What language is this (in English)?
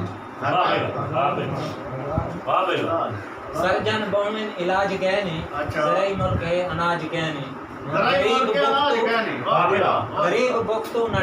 Saraiki